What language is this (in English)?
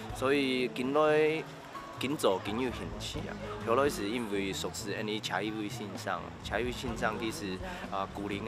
Hakka Chinese